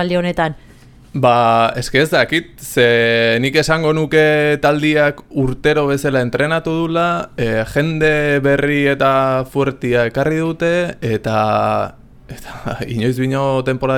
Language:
Basque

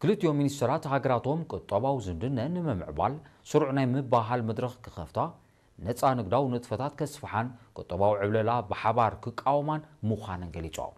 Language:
Tigrinya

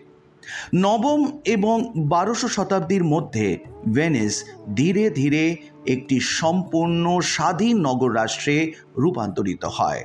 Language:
Bangla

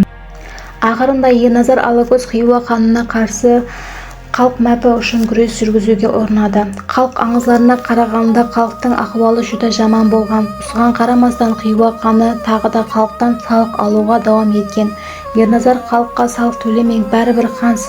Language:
Kara-Kalpak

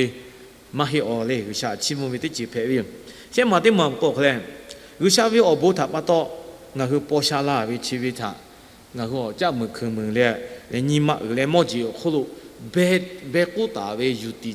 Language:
Lahu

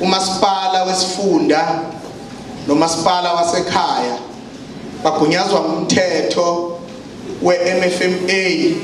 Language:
Zulu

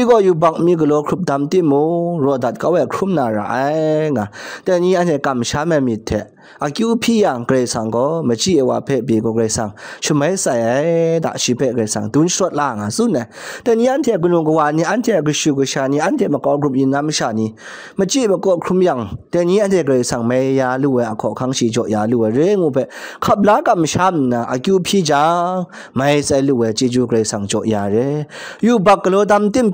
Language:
Kachin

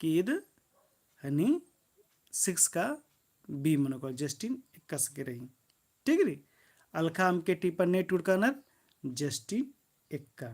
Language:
Kurukh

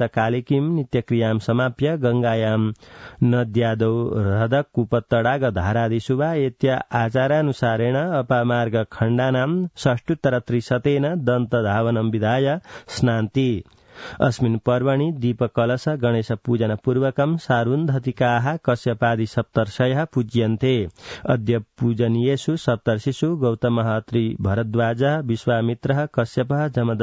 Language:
Sanskrit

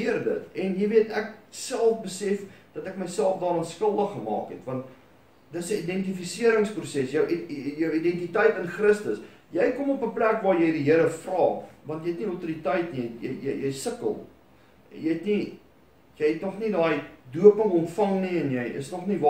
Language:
Afrikaans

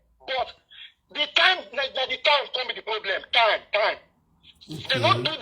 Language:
Nigerian Pidgin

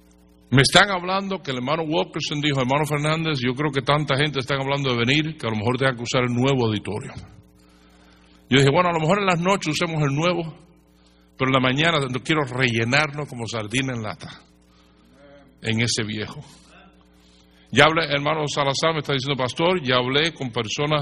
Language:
Spanish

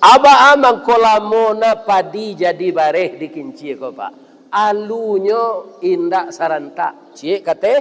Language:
Minangkabau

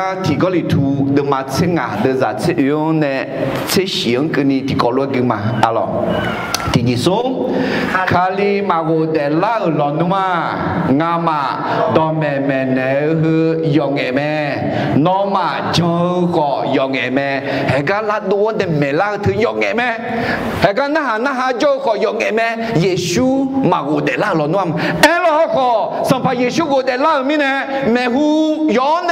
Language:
Akha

